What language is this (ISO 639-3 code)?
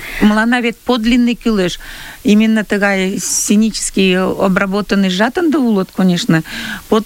chm